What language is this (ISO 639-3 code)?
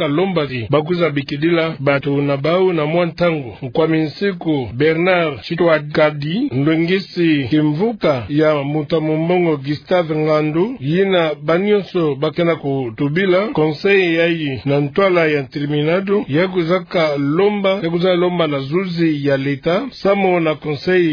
ktu